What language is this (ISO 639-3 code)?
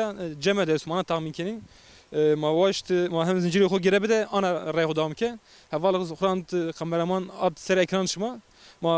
zza